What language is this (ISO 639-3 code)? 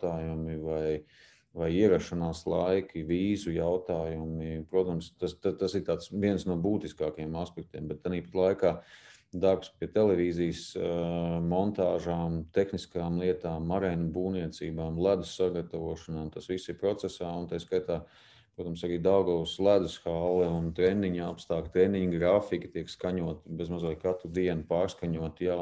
lav